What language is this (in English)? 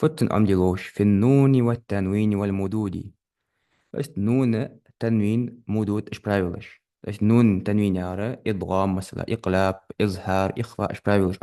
Ingush